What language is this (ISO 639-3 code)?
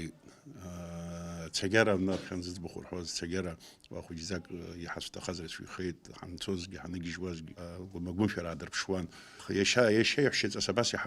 abk